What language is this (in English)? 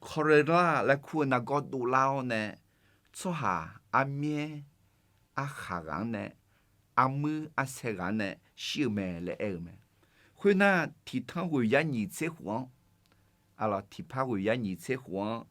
Akha